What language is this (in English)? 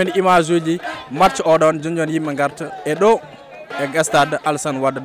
Fula